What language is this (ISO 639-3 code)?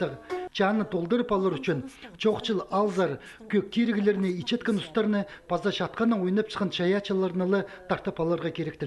kjh